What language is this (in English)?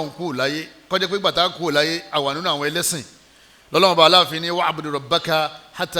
Yoruba